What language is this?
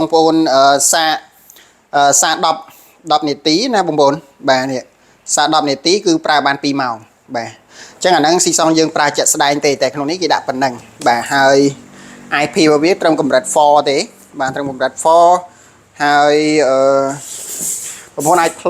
Khmer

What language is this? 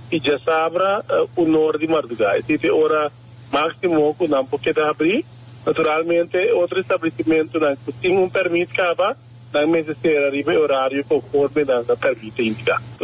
Papiamento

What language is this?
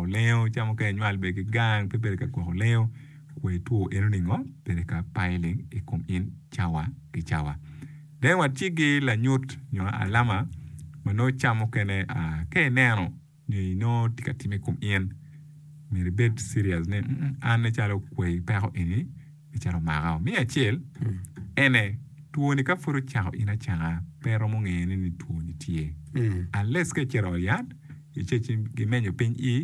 Acoli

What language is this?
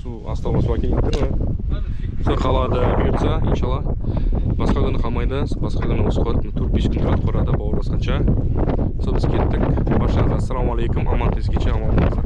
Kazakh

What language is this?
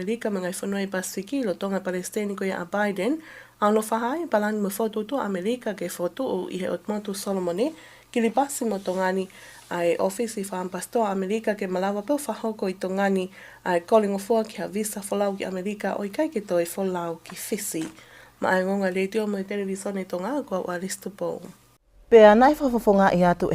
Tongan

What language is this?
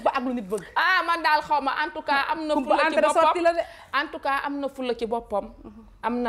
Wolof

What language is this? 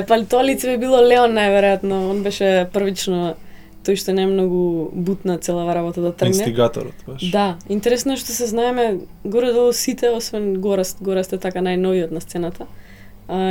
Macedonian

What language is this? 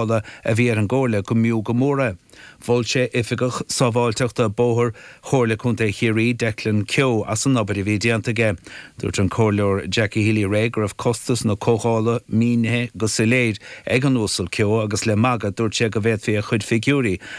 Irish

